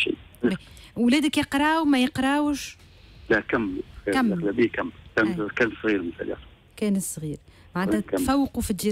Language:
Tunisian Arabic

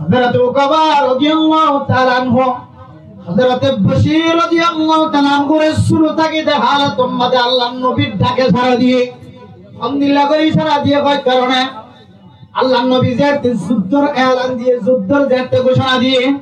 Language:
Rohingya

